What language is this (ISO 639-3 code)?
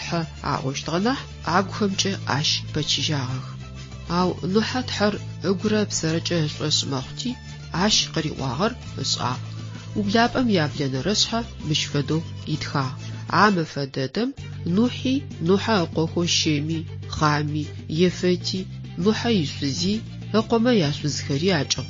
ady